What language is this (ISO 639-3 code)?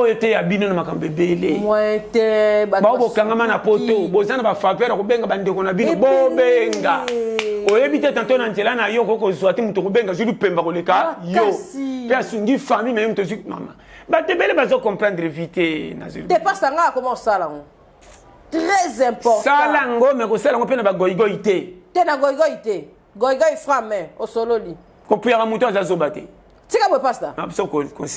lin